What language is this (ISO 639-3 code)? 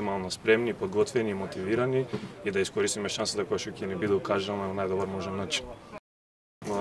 mkd